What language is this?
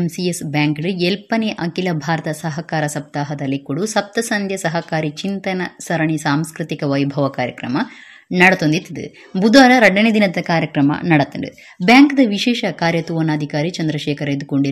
Tulu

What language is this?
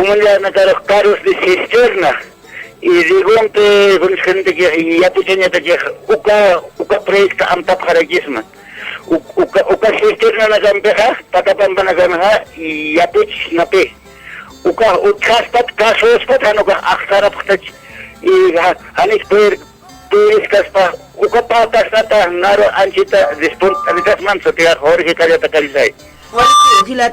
Aymara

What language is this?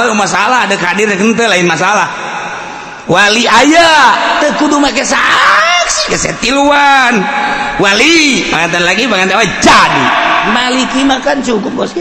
Sundanese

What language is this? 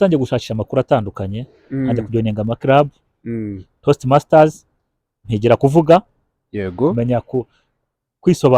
Kinyarwanda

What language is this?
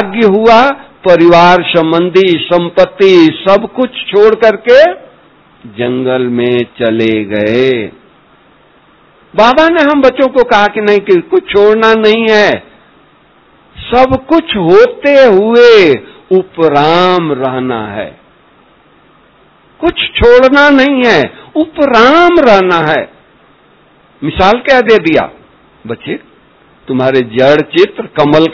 Hindi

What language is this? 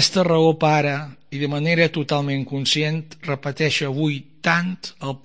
Catalan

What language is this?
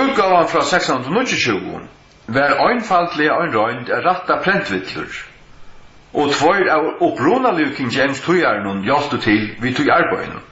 Faroese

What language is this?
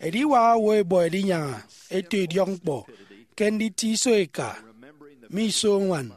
Efik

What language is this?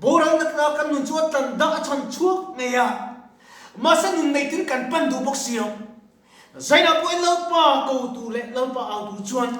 Mizo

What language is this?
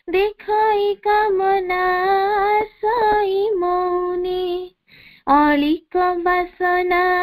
Odia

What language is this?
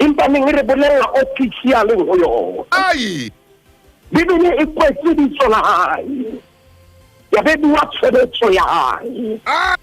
Southern Sotho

